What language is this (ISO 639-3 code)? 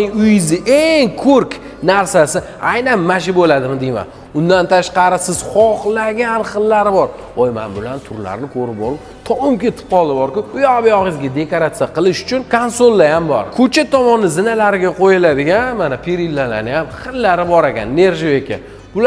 uzb